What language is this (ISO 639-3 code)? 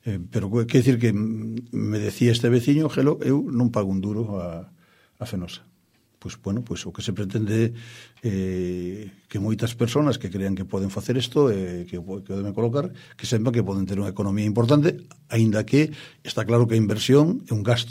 glg